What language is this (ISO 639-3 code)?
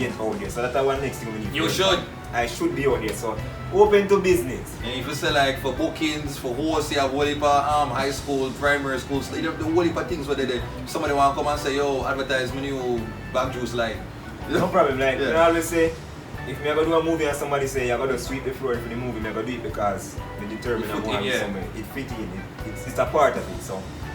jam